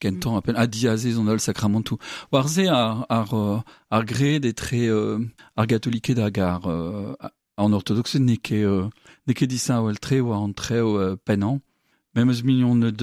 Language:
Breton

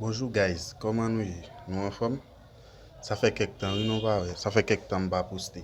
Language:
Haitian Creole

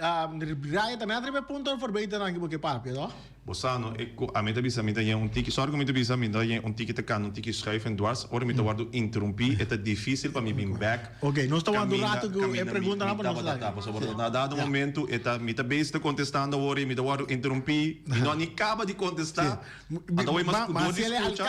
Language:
Papiamento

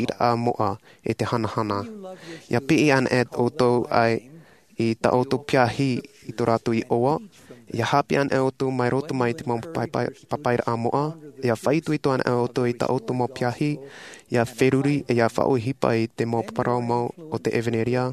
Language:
Tahitian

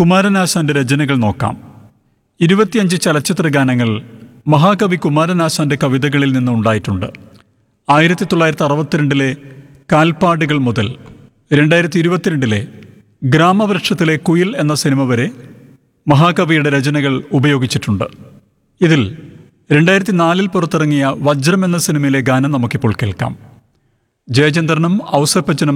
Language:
Malayalam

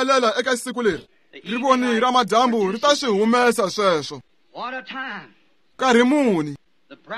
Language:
Tsonga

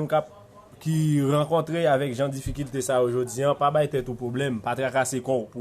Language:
Haitian Creole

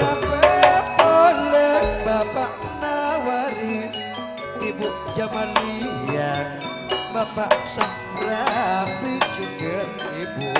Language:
Madurese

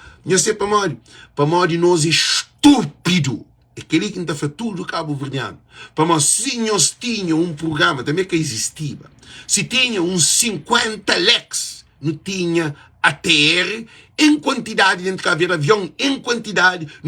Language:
Kabuverdianu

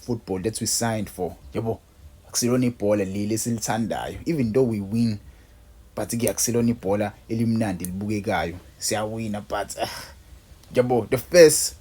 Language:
Zulu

